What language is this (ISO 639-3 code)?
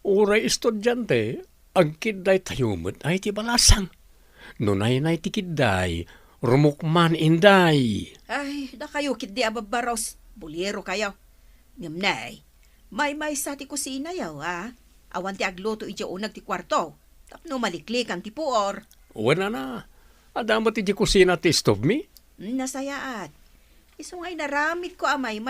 ilo